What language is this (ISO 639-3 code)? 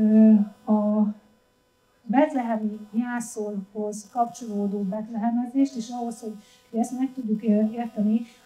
hun